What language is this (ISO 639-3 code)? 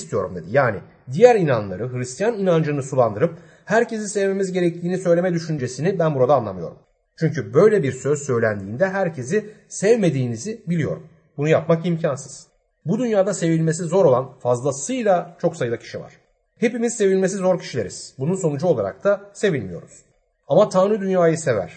tur